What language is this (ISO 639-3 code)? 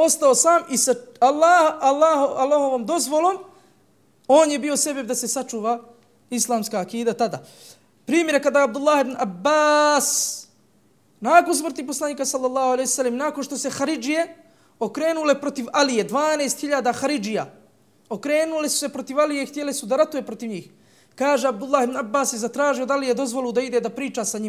bos